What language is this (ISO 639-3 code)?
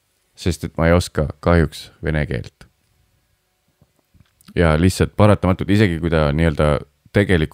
est